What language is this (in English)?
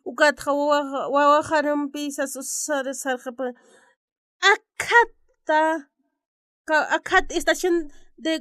Aymara